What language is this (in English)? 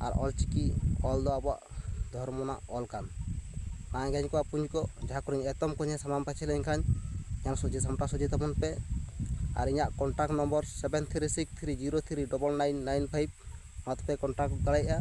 Santali